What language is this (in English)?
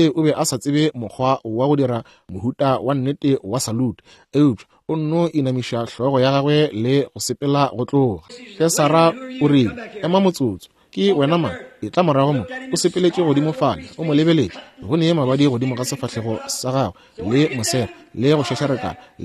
Northern Sotho